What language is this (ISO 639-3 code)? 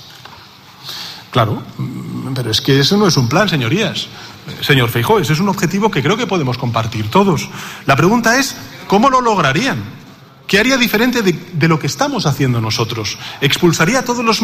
spa